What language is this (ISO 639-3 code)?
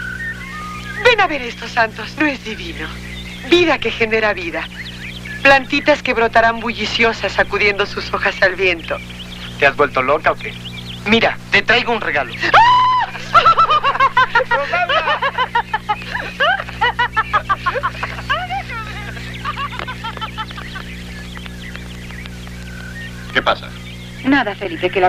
spa